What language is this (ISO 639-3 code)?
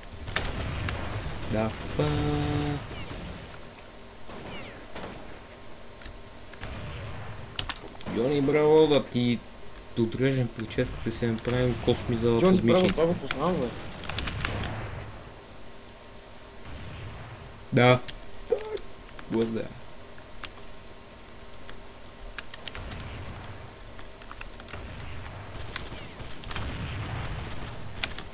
bul